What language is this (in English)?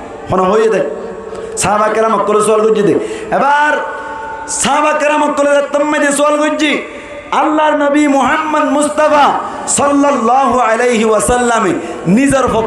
Rohingya